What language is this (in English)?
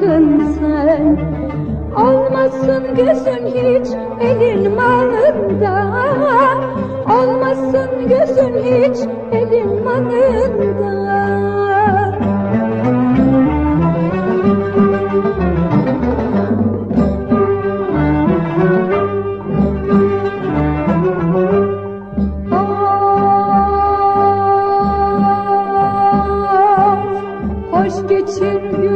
Turkish